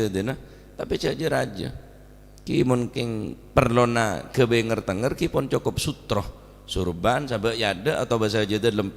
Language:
Madurese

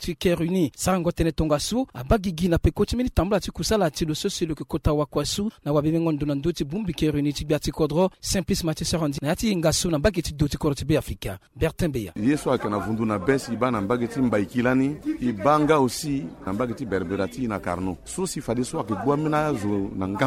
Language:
Sango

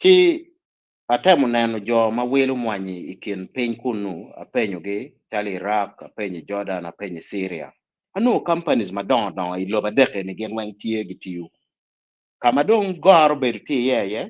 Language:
Acoli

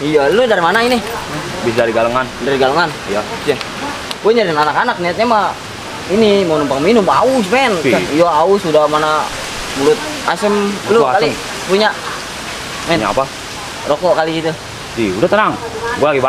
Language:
Betawi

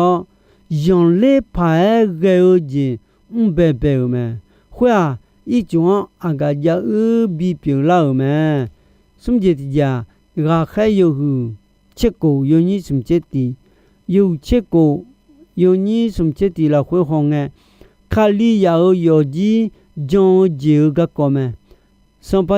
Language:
Akha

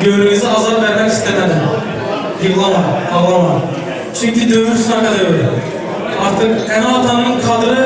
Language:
Turkmen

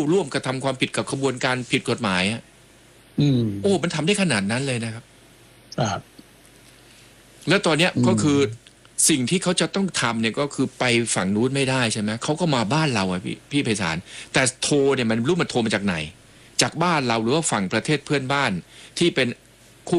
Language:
Thai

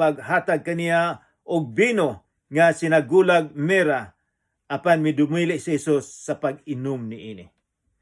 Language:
Cebuano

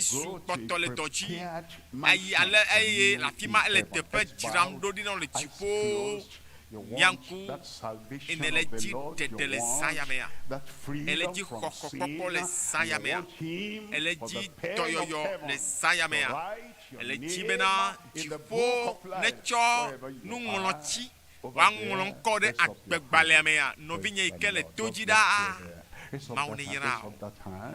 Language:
Ewe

